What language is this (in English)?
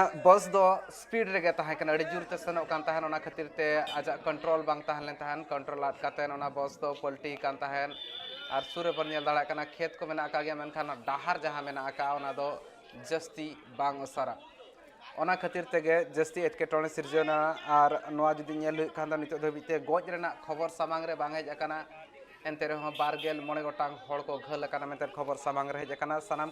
Santali